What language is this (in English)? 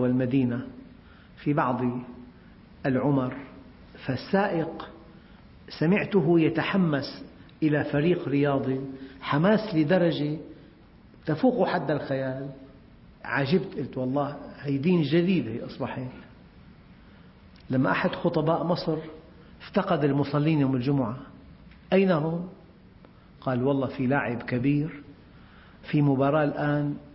Arabic